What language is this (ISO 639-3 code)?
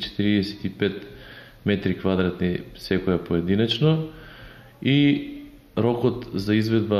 mkd